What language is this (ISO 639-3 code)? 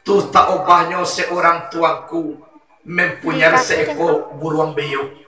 min